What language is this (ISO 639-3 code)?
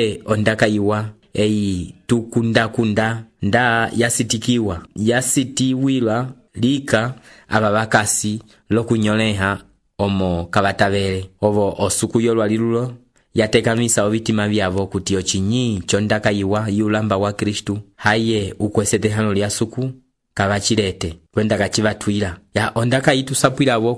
umb